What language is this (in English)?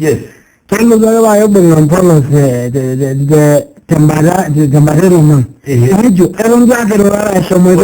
Masai